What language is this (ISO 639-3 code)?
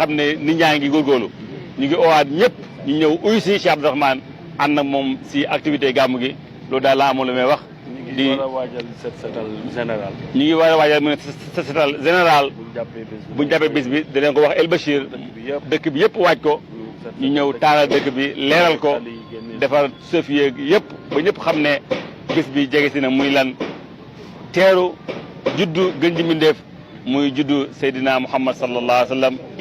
wol